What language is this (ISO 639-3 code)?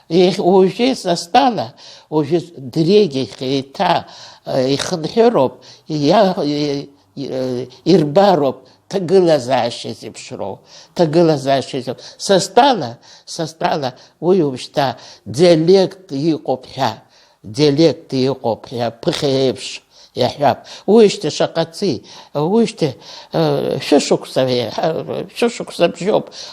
abk